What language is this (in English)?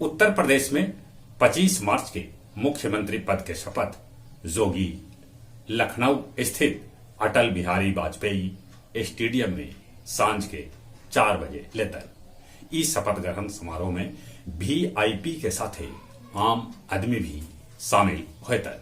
Magahi